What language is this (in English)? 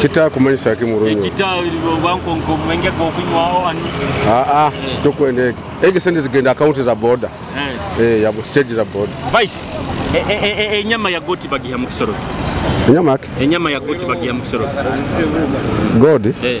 Nyoro